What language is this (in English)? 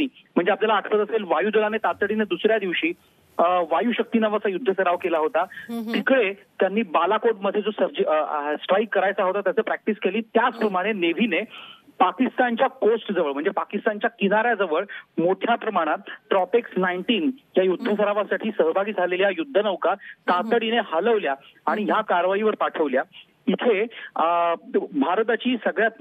Marathi